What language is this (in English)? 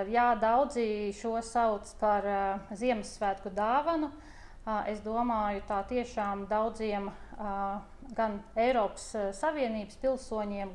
Latvian